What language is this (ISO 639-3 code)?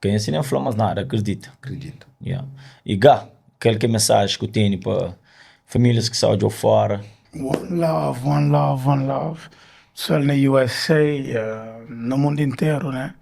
kea